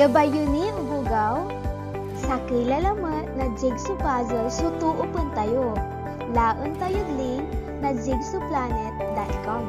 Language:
Pangasinan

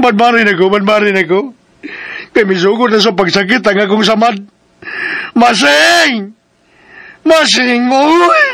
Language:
Cebuano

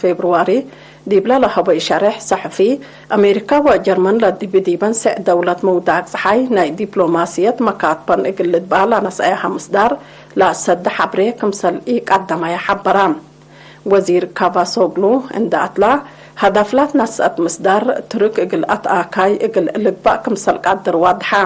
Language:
Tigre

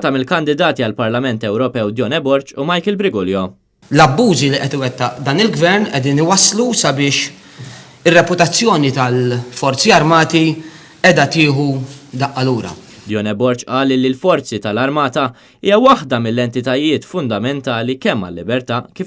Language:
Maltese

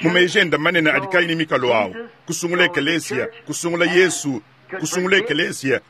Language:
Luba-Lulua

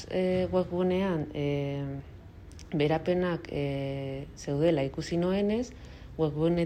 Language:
Basque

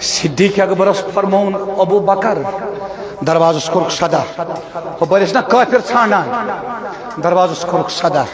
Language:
Kashmiri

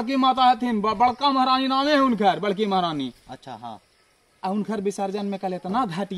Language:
Magahi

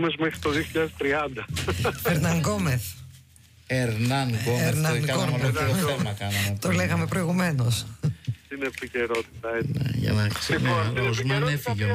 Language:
Greek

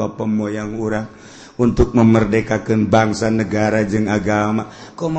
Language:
Sundanese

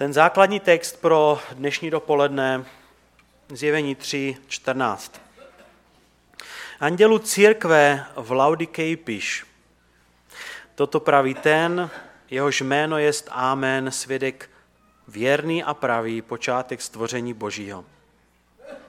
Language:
Czech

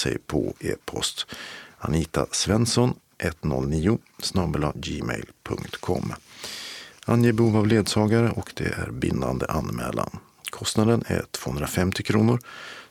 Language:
Swedish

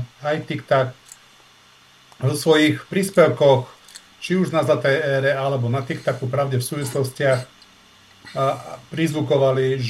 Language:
Slovak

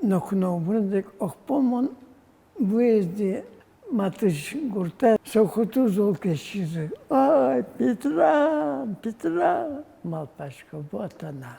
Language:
Udmurt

